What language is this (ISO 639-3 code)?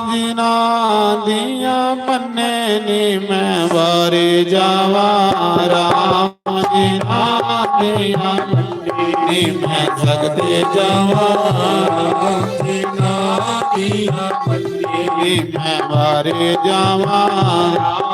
doi